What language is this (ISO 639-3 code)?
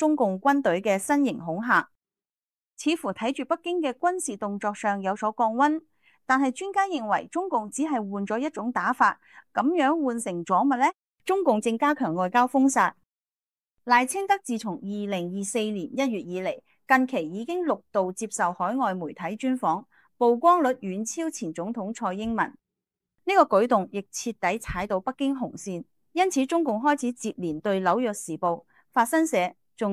yue